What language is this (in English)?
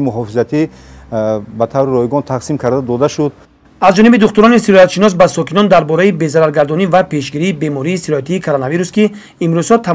Tajik